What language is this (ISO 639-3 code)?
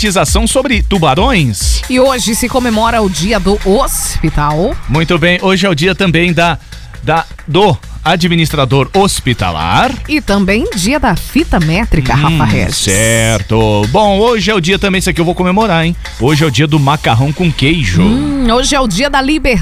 por